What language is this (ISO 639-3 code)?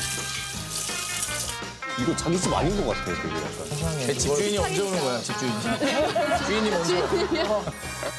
kor